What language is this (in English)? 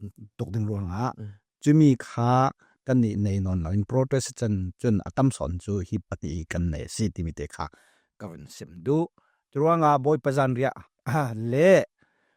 Falam Chin